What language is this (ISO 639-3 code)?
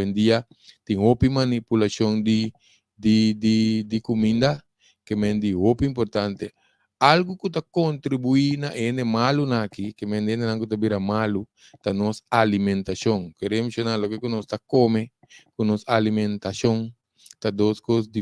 pap